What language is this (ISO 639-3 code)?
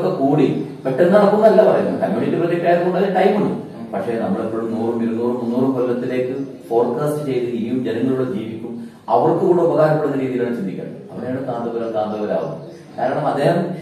mal